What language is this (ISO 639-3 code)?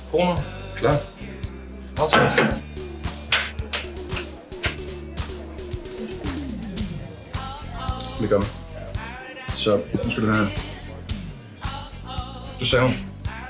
dan